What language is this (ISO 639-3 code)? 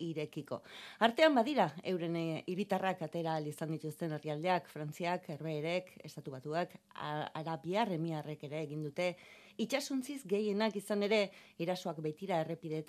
eus